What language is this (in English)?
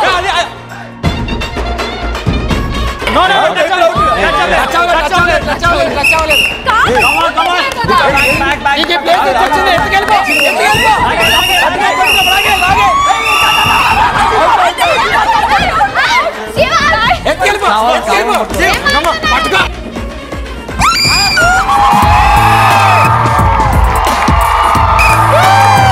Telugu